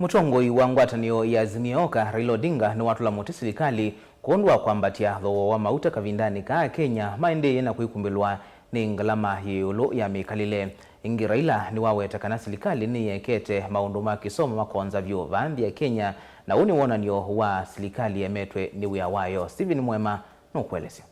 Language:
Kamba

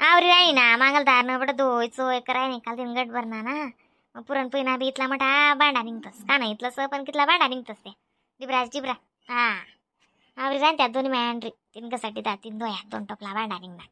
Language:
Khandesi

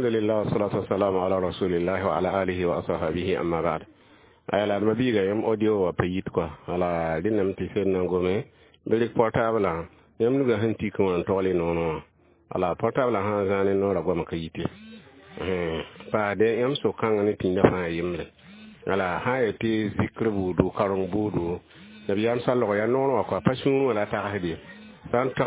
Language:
Mossi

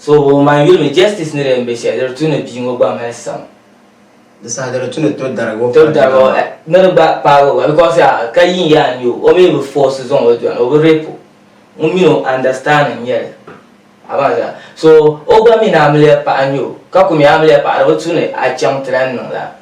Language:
Dagbani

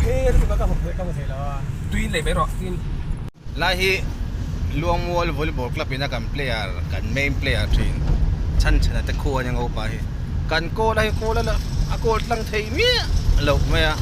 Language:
Mizo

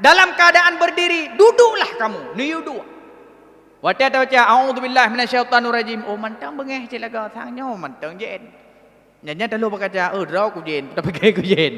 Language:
Achinese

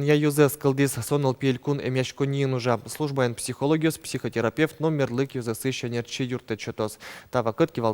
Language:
Udmurt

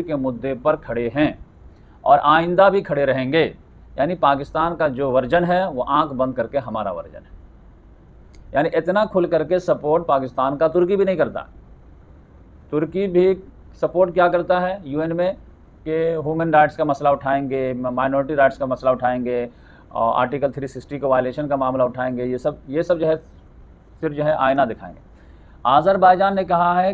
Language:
Hindi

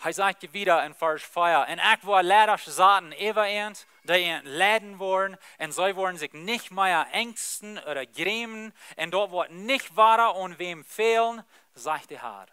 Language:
Plautdietsch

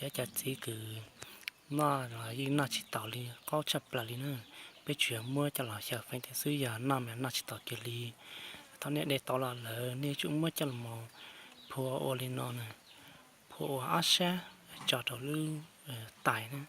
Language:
Hmong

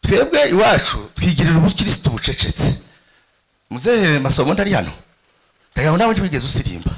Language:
Kinyarwanda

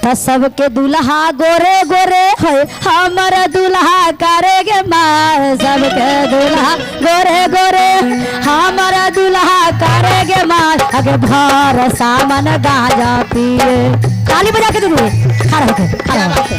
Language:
Magahi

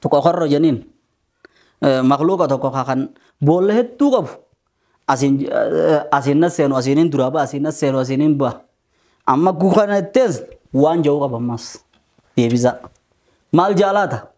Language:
Oromo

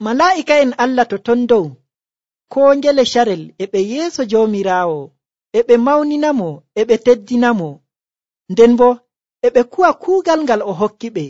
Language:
Nigerian Fulfulde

